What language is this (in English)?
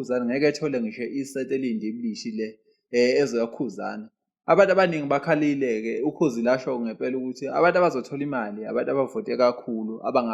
Zulu